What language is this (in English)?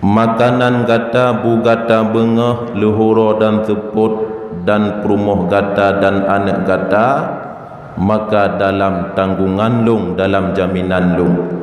Achinese